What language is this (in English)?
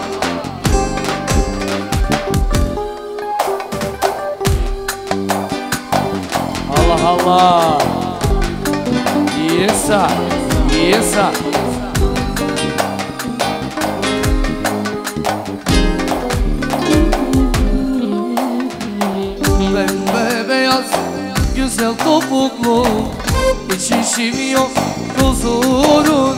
Turkish